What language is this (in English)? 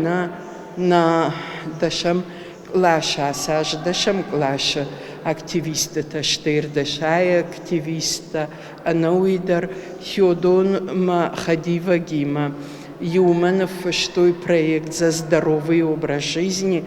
Ossetic